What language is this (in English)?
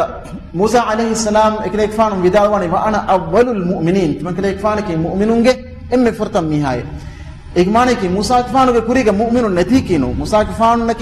Divehi